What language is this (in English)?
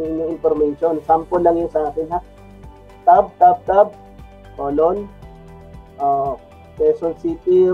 Filipino